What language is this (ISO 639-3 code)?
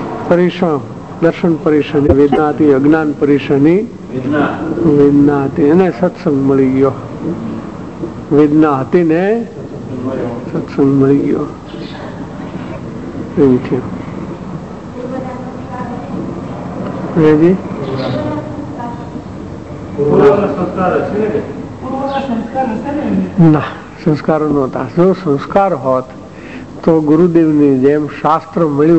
guj